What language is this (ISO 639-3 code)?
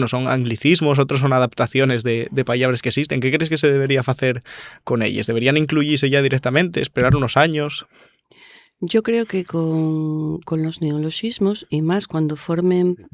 ast